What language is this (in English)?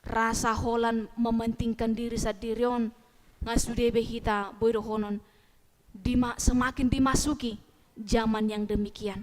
Batak Toba